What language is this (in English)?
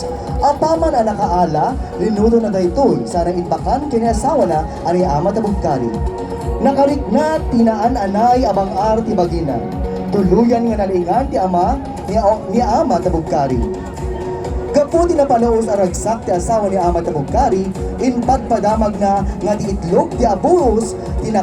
Iloko